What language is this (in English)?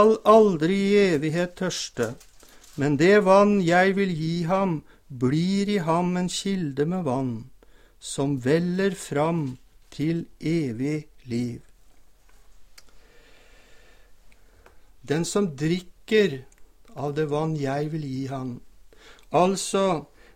Norwegian